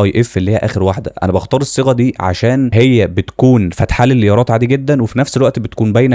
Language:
Egyptian Arabic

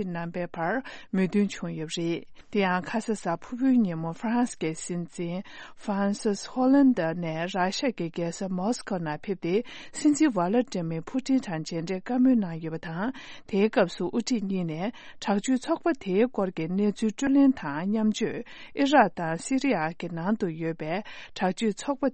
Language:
Tibetan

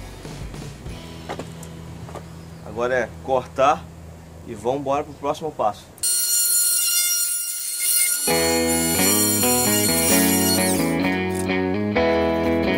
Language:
Portuguese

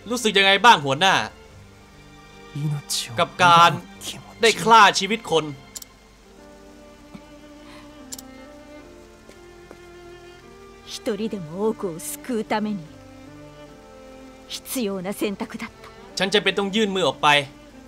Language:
Thai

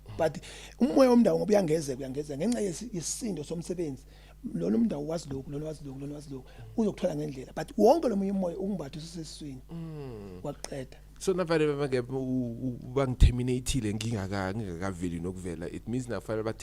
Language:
Zulu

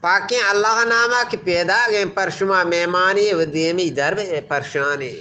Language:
Eastern Balochi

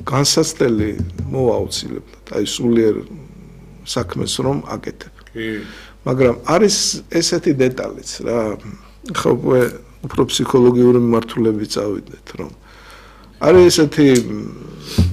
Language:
Georgian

